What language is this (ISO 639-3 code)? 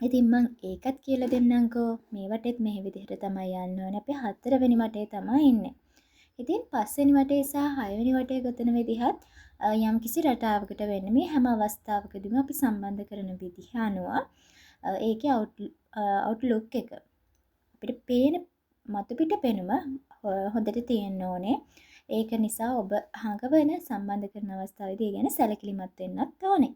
sin